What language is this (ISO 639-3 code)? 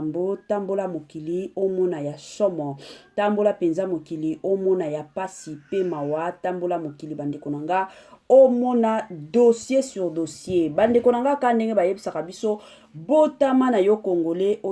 lin